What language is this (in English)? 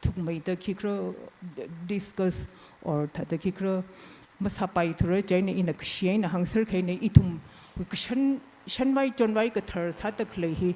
Tangkhul Naga (India)